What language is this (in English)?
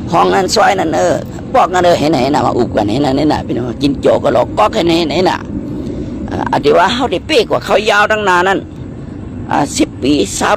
Shan